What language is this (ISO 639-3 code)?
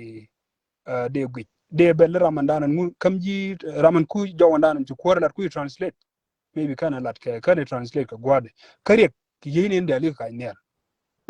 nus